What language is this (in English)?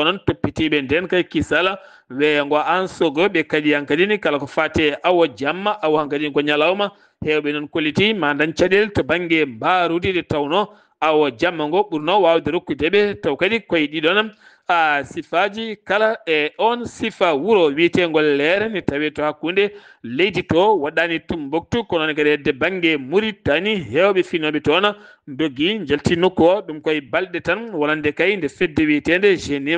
Fula